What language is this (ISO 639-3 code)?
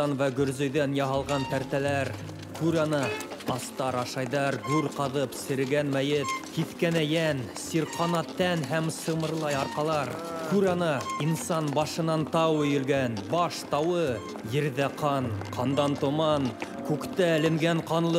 bak